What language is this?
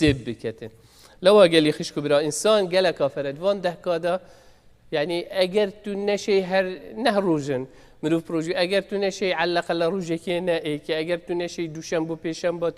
Kurdish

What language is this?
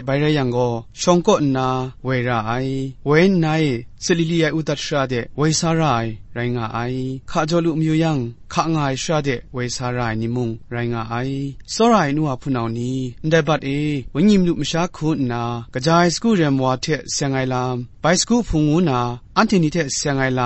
Kachin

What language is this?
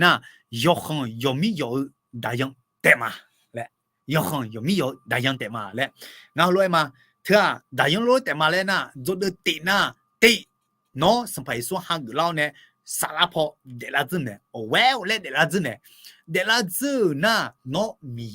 Akha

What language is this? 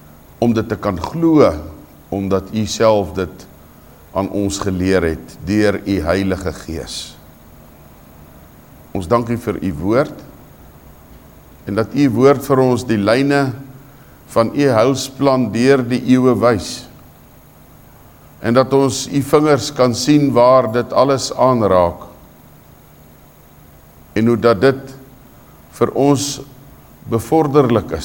Afrikaans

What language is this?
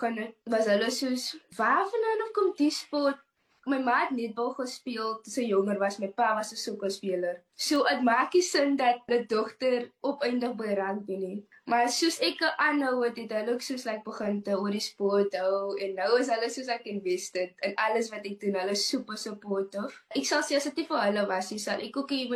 Afrikaans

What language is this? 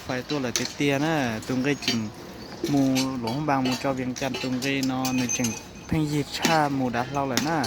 Hmong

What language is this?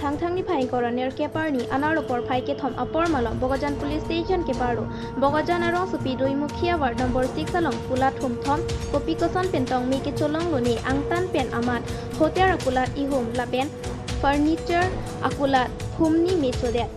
Karbi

